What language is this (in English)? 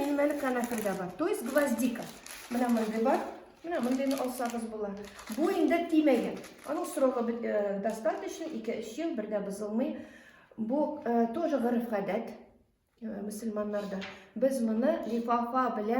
Tatar